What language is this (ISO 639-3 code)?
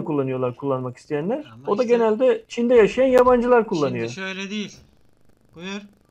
tur